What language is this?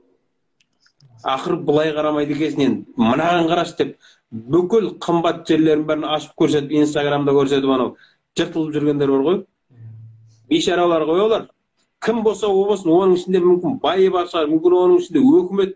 Kazakh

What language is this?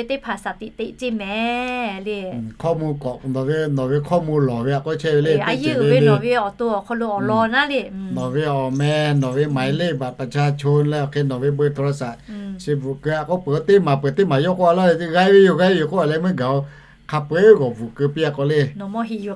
Lahu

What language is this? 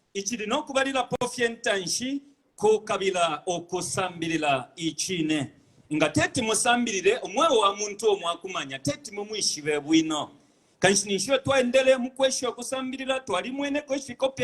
Bemba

